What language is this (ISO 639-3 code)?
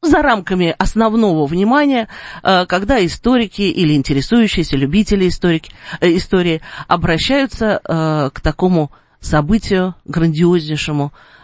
rus